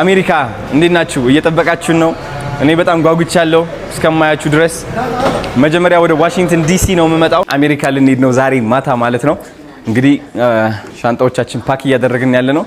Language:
Amharic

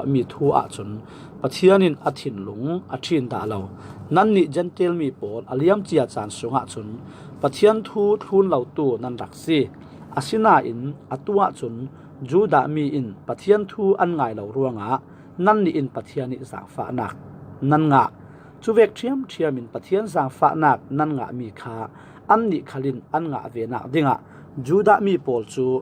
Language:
Falam Chin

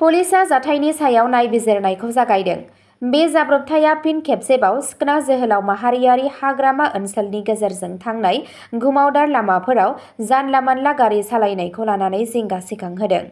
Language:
Bodo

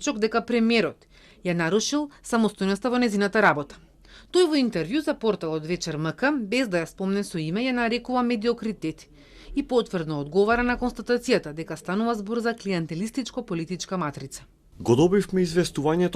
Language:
Macedonian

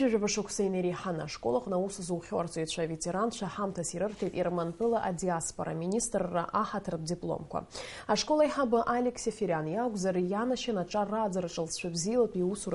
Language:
Abkhazian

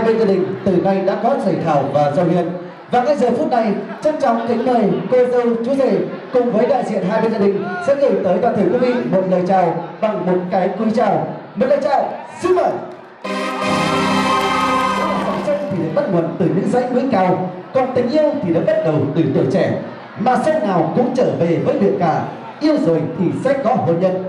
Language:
Vietnamese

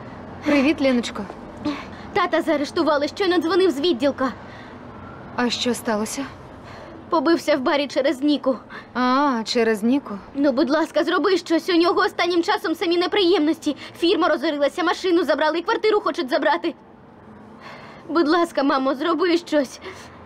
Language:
Ukrainian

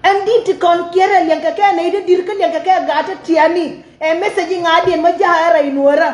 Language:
Nuer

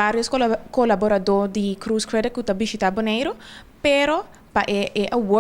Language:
Papiamento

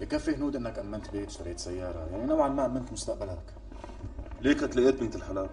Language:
North Levantine Arabic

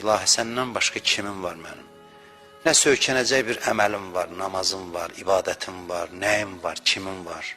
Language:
Azerbaijani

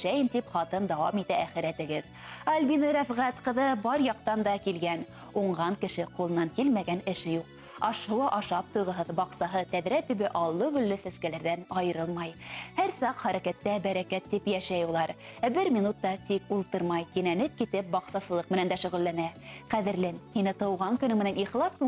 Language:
Bashkir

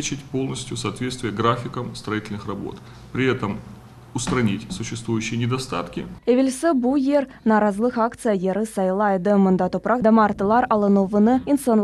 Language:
Crimean Tatar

